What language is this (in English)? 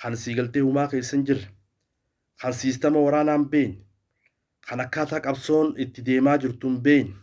Oromo